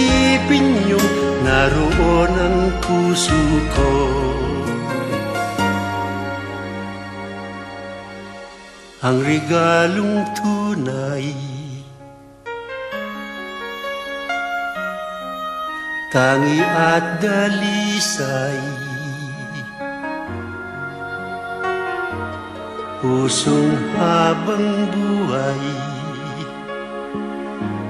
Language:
Filipino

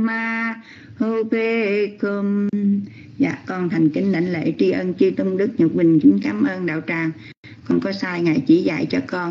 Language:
Vietnamese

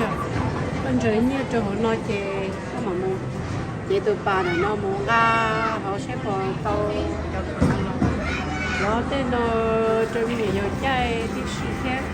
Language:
Hmong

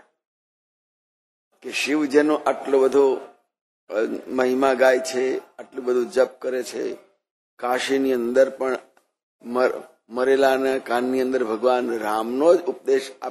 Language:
Gujarati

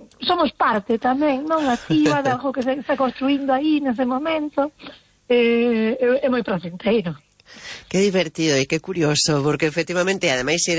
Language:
Galician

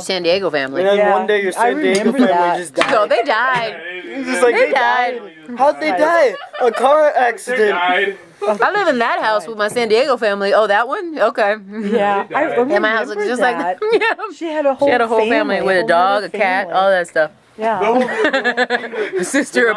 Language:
English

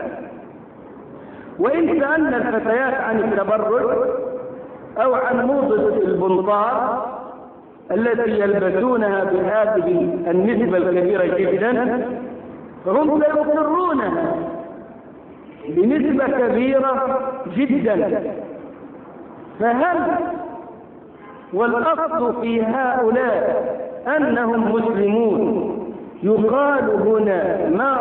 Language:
Arabic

